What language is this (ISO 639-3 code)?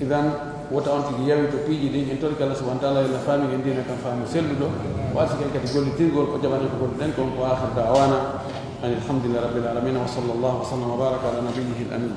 ful